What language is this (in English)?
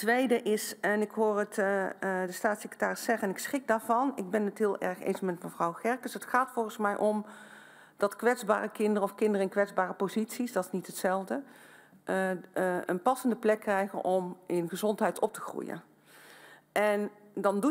Dutch